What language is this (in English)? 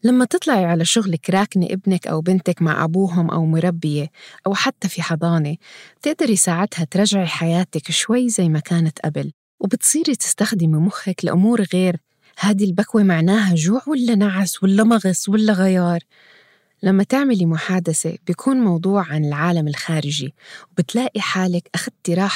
North Levantine Arabic